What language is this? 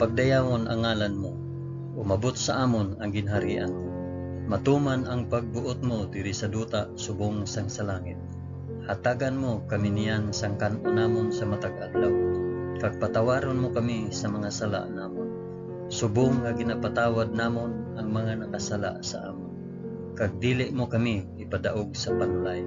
Hiligaynon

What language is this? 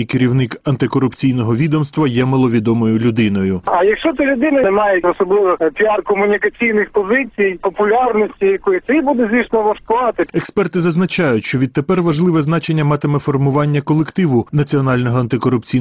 Ukrainian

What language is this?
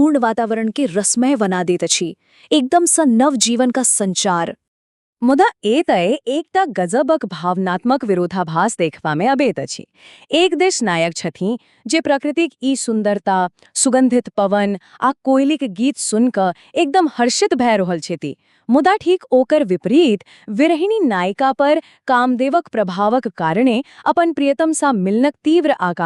Maithili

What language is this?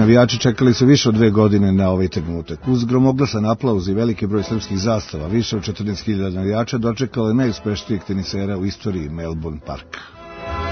Serbian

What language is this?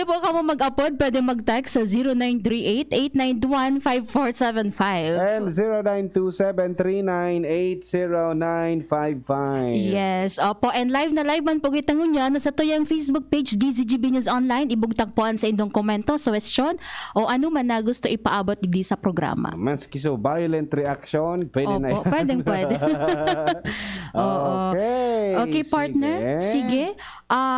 Bikol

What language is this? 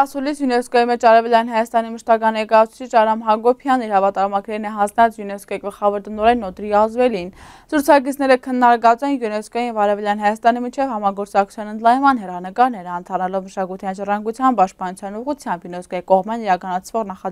Western Armenian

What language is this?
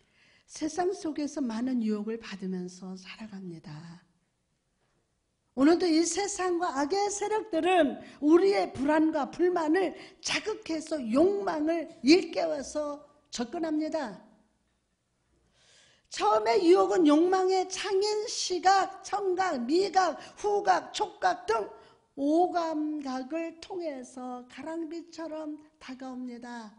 Korean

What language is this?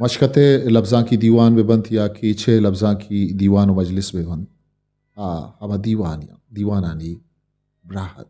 Eastern Balochi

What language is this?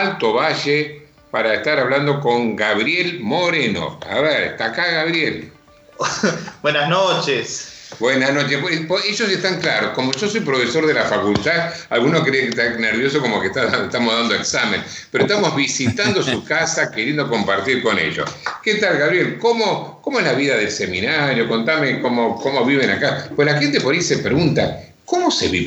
Spanish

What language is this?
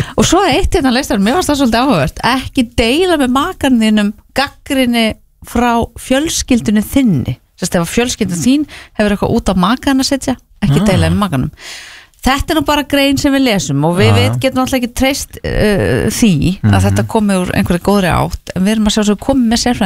Icelandic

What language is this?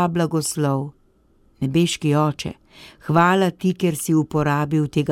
Slovenian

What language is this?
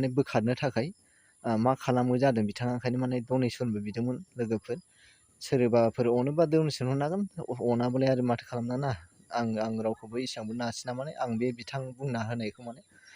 Bodo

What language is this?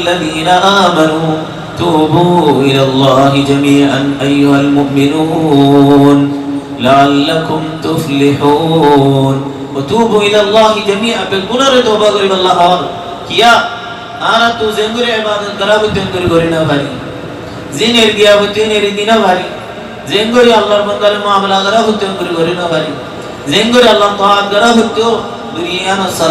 Rohingya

